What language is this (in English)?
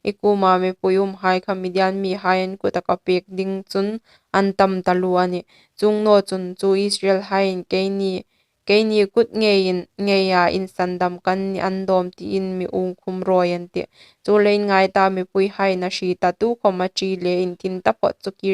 Hmar